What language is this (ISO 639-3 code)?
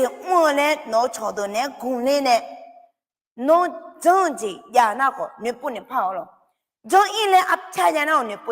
ahk